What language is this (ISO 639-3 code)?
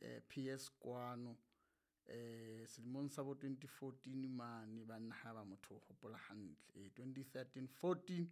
sot